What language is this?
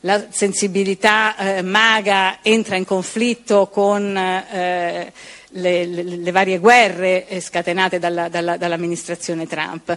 Italian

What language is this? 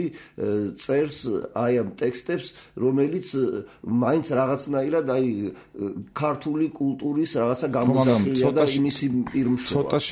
Georgian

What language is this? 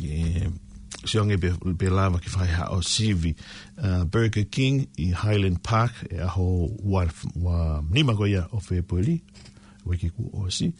Tongan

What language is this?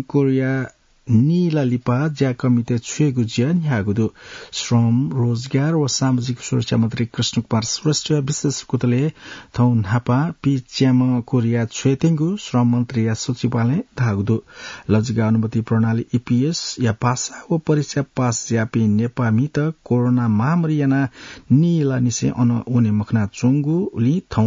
Newari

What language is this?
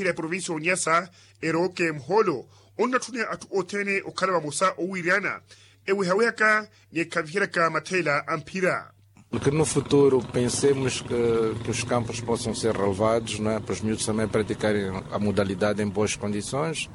Makhuwa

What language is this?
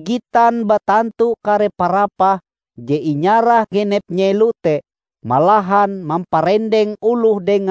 Ngaju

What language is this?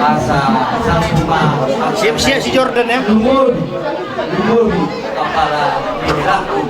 Batak Toba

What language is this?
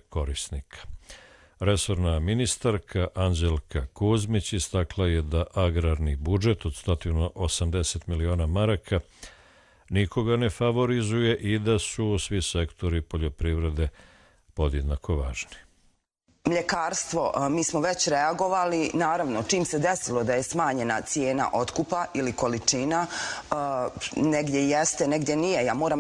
Croatian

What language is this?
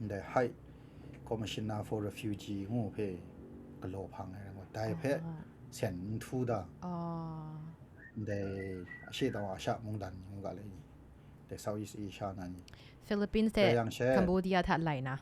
Kachin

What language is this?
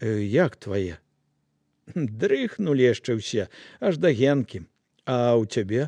Belarusian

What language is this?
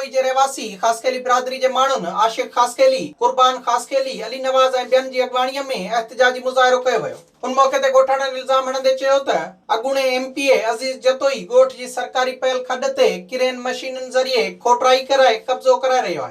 Sindhi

